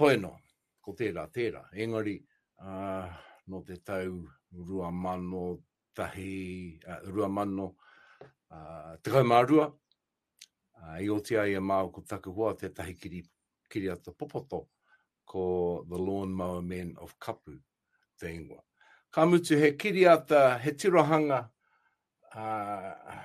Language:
Māori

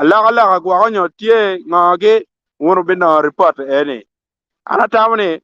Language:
Acoli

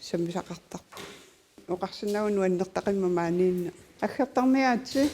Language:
Kalaallisut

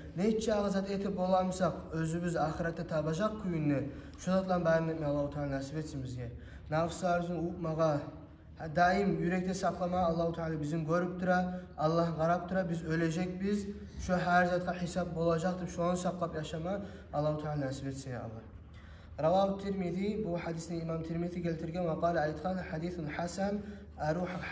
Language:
Kumyk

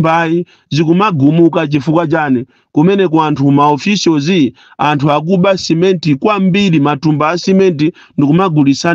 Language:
Nyanja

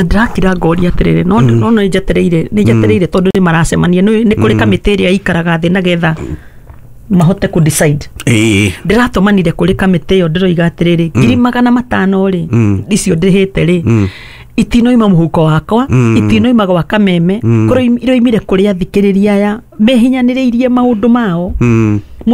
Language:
Kikuyu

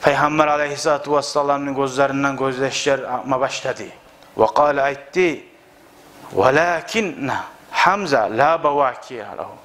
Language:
Kumyk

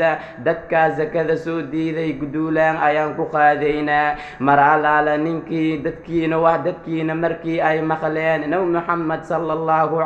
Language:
Somali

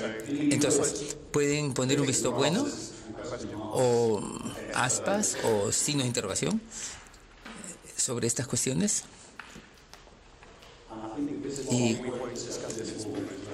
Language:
Spanish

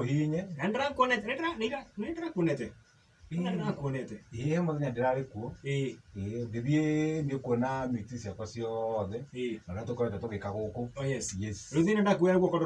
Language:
Kikuyu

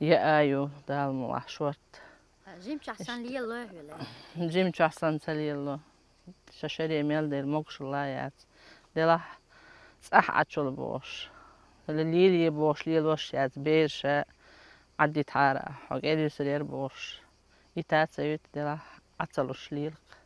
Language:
Chechen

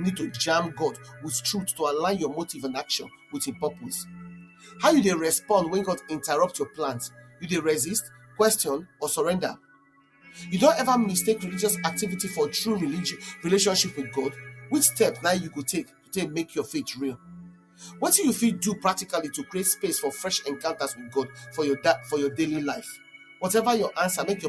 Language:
Nigerian Pidgin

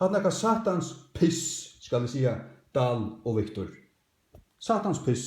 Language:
Faroese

